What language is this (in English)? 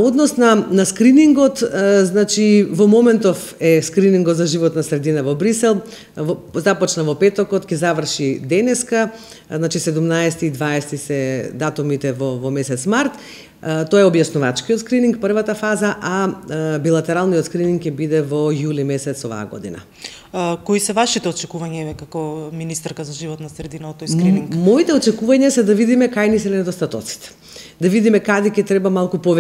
Macedonian